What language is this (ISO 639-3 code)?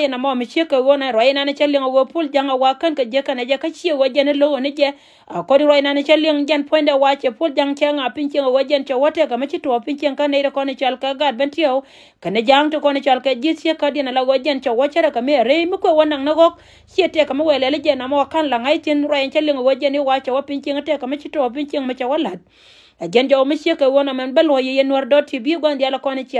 nus